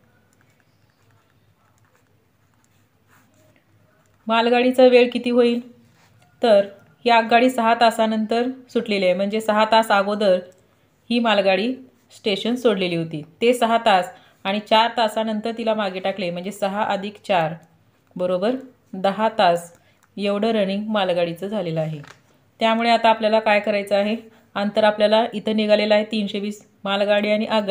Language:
Marathi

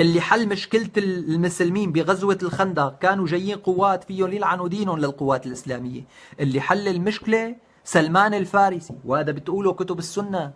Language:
North Levantine Arabic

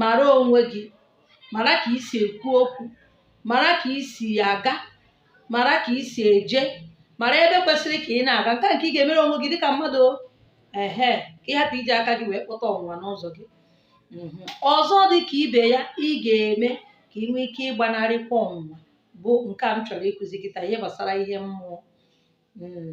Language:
Igbo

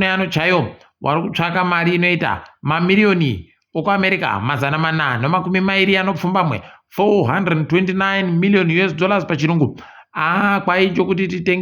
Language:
Ndau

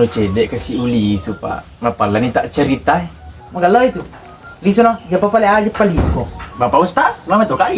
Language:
Buginese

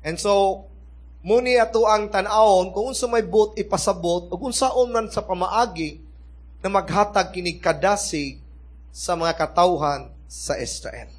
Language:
Cebuano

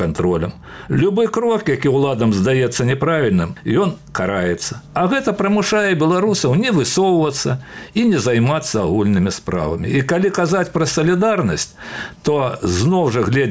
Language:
Belarusian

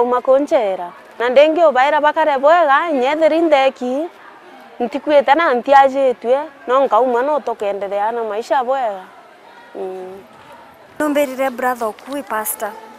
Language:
Meru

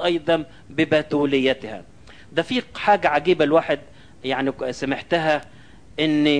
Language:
Egyptian Arabic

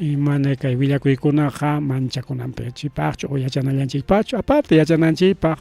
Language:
Ayacucho Quechua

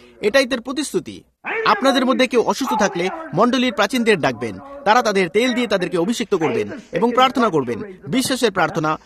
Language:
Bangla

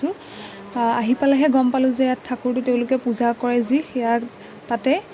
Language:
Assamese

